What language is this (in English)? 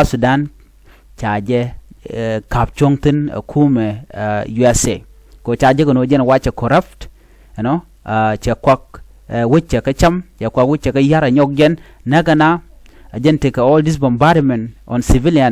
Nuer